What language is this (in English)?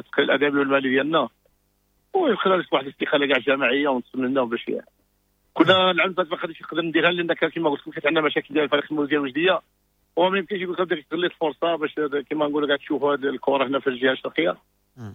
Moroccan Arabic